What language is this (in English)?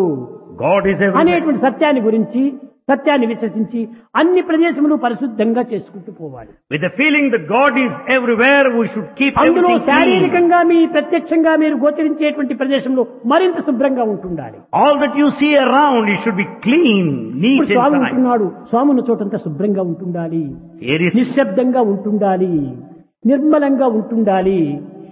Telugu